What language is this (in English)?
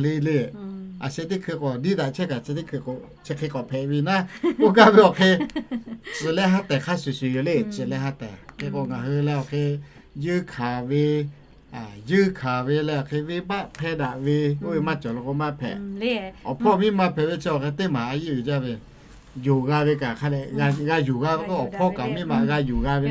Lahu